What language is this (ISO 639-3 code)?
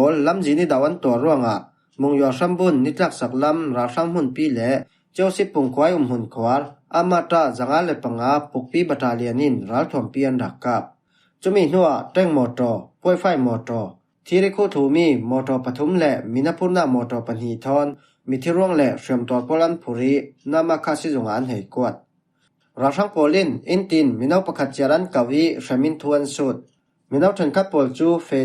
cfm